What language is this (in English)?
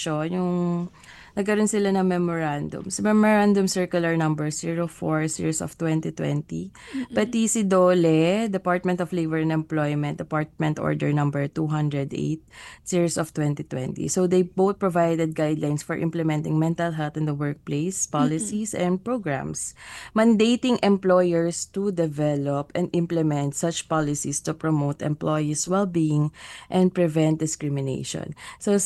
Filipino